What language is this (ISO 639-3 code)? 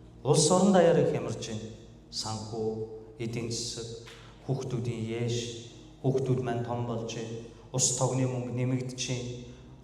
mon